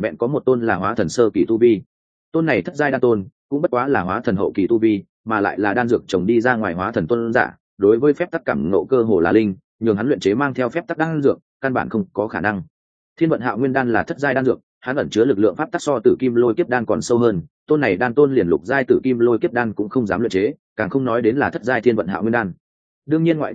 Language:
Vietnamese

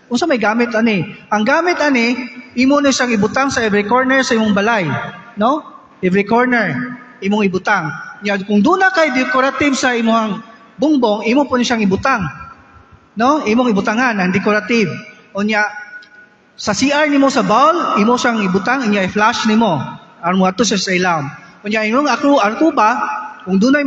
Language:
Cebuano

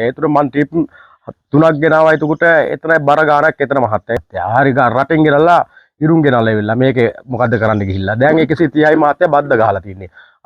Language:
Sinhala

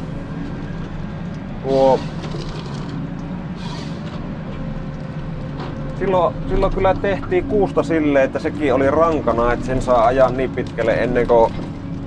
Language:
Finnish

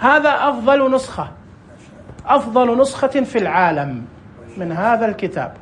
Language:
Najdi Arabic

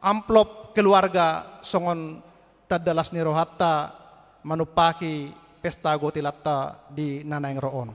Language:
Batak Toba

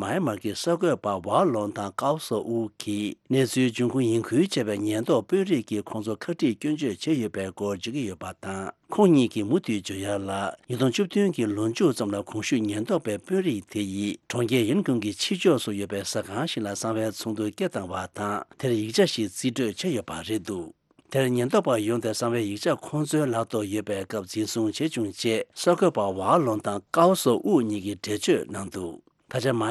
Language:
Tibetan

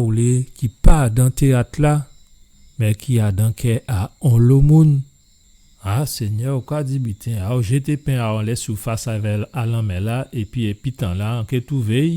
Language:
Guadeloupean Creole French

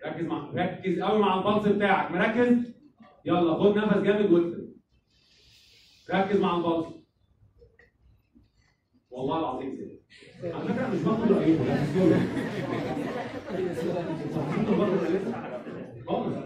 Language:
Egyptian Arabic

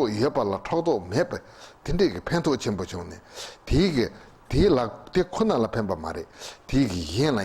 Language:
Tibetan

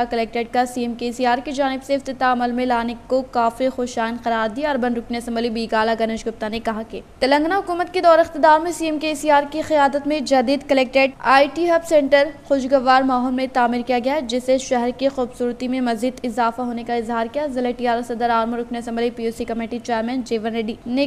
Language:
Urdu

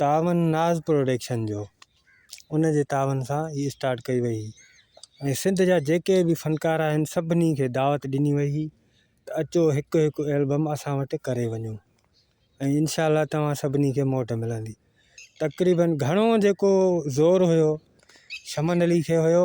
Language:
Sindhi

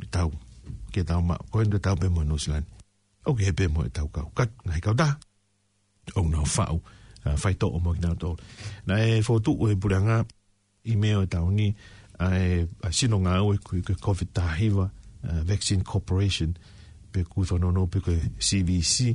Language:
Tongan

